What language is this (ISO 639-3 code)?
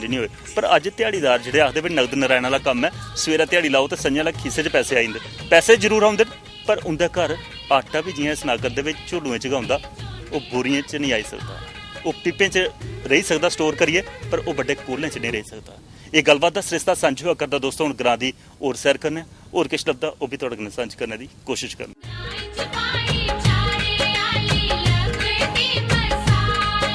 doi